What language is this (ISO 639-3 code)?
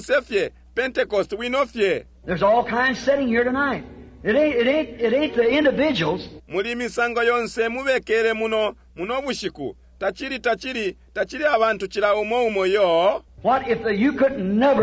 bem